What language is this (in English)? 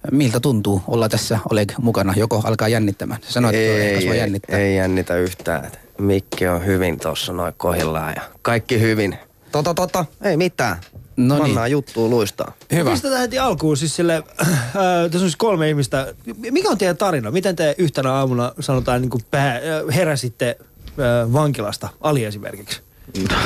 Finnish